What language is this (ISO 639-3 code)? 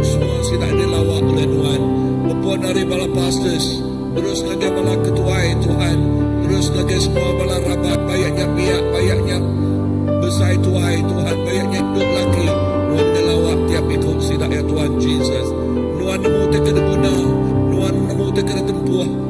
iba